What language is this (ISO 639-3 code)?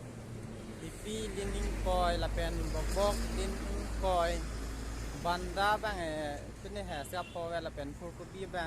mjw